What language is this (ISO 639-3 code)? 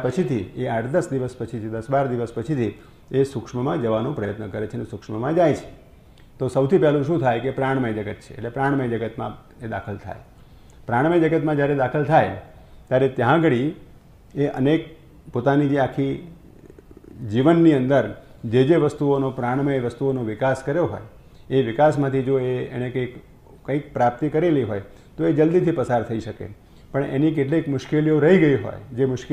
guj